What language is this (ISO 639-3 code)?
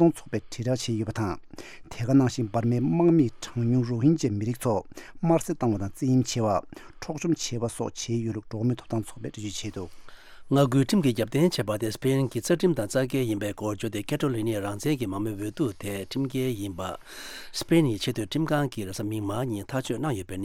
bod